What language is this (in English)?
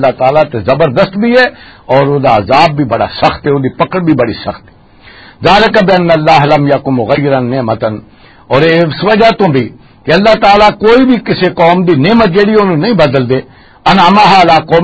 Western Panjabi